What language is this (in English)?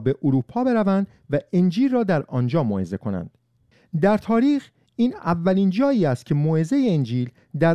Persian